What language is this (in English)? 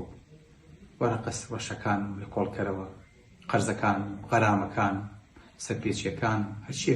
Central Kurdish